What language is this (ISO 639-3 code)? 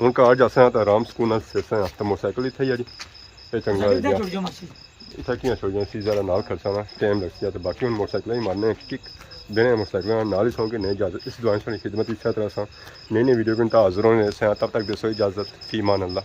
phr